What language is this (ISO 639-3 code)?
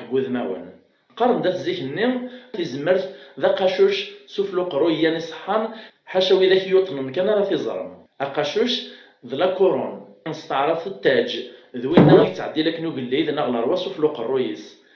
kab